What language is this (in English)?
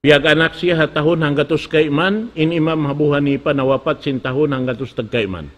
Tausug